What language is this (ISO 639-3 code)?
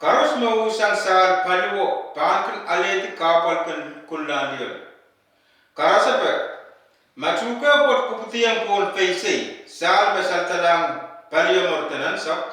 pon